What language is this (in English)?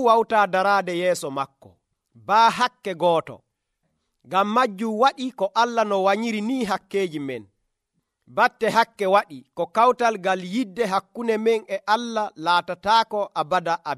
Nigerian Fulfulde